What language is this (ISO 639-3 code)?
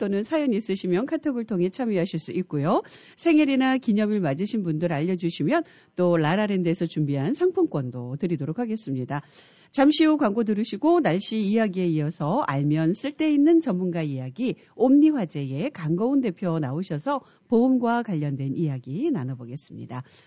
kor